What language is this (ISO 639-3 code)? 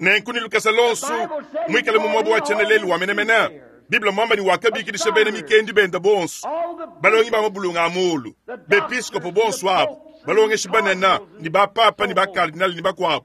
lua